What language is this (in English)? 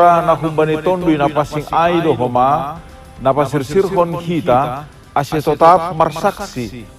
Batak Simalungun